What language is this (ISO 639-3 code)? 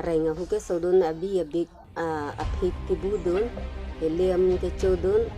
mjw